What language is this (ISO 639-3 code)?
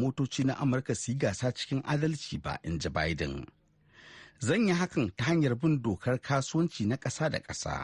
hau